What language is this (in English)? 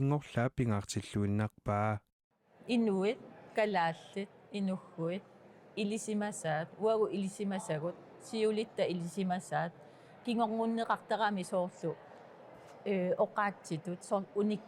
Kalaallisut